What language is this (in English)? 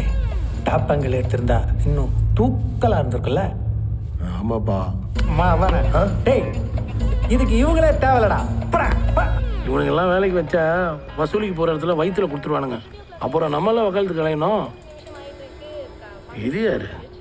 Tamil